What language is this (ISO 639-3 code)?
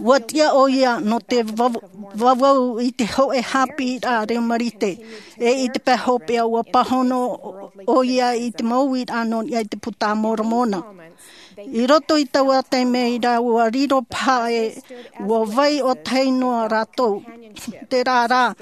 tah